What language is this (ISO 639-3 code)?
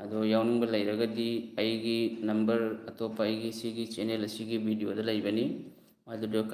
mni